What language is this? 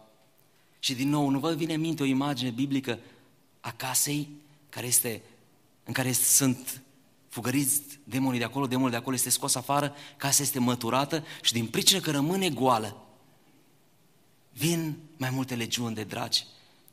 Romanian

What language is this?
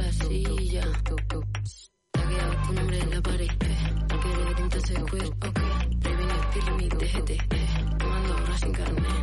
Catalan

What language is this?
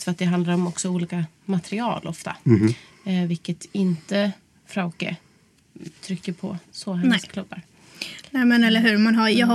Swedish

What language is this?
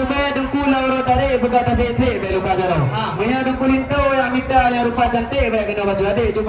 Achinese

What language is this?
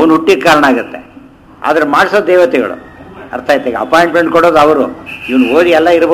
Kannada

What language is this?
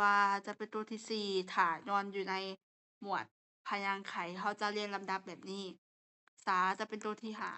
Lao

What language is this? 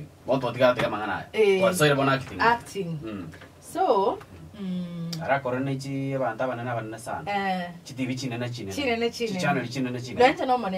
Gusii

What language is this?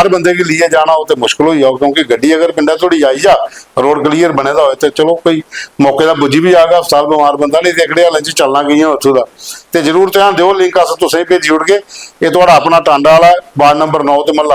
Dogri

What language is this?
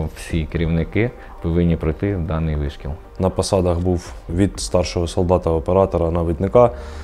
Ukrainian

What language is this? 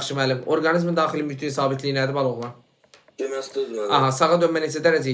Azerbaijani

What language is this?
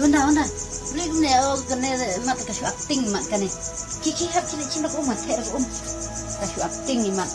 Khasi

